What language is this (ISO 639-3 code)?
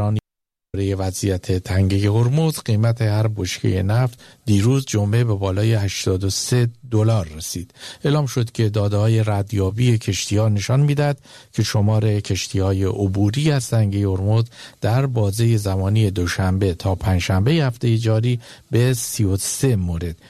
fas